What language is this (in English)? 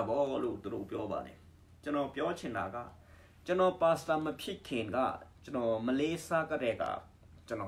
Burmese